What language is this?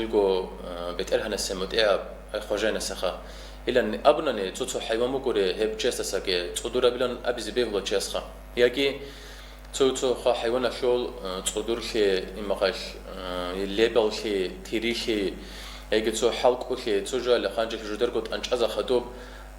Avaric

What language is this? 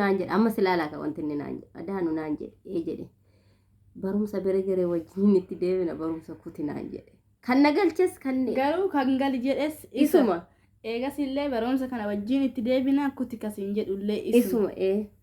Oromo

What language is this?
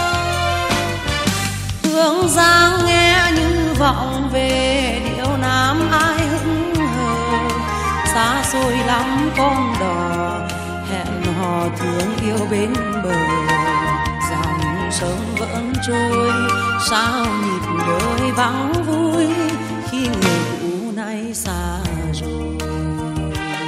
Vietnamese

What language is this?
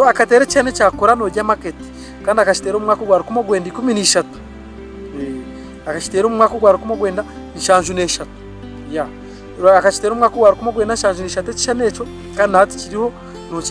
Nyankole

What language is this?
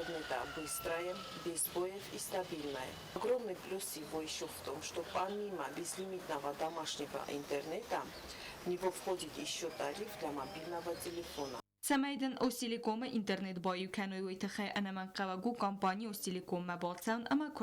Ossetic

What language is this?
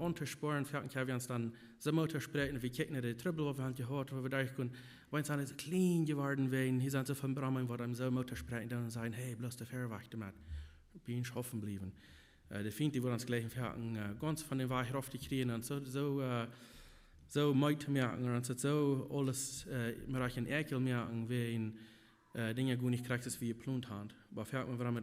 Plautdietsch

